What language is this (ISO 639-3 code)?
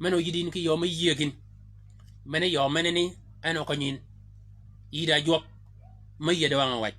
shk